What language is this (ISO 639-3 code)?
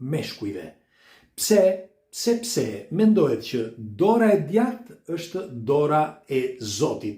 sqi